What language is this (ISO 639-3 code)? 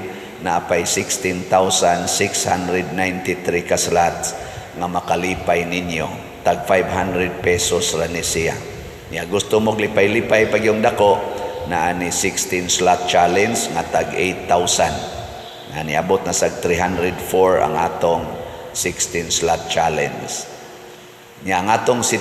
ceb